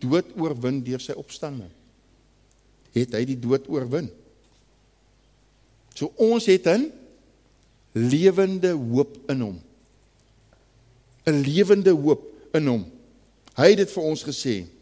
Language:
Afrikaans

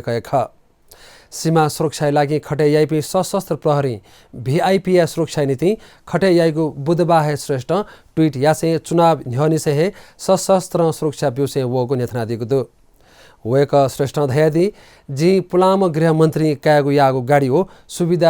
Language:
Newari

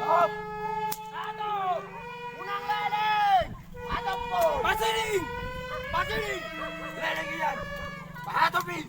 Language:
Batak Toba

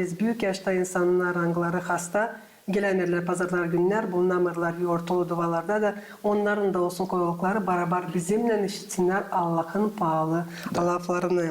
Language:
Gagauz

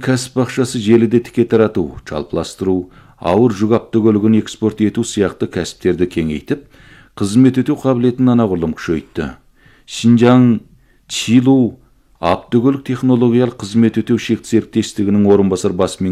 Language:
Kazakh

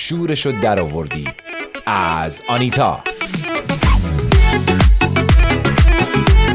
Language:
Persian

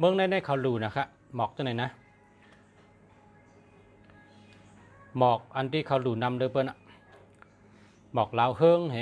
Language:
Shan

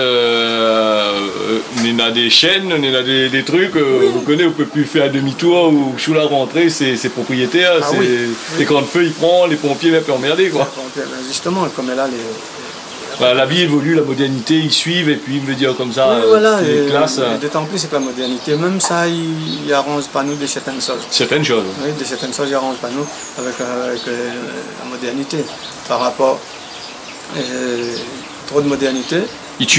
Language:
Réunion Creole French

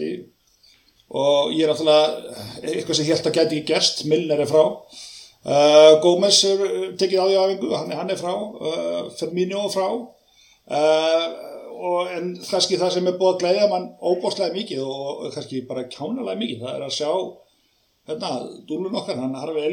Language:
Icelandic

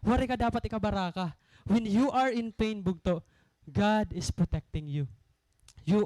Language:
Waray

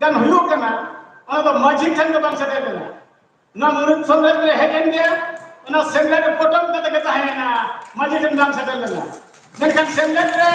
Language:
Santali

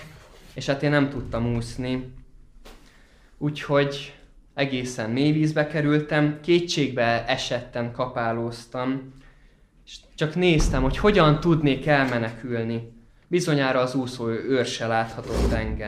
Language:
Hungarian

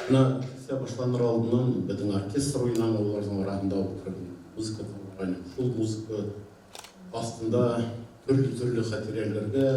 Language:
Bashkir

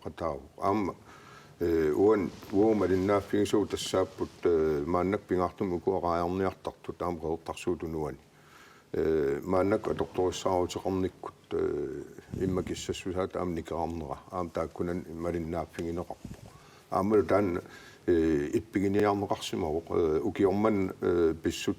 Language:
Kalaallisut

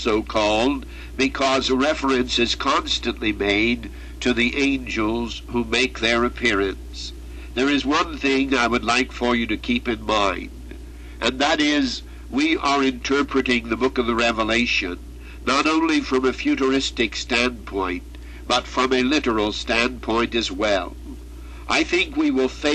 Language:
English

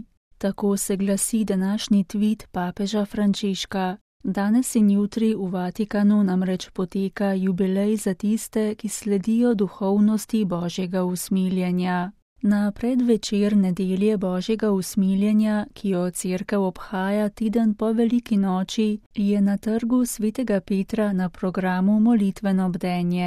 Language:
Slovenian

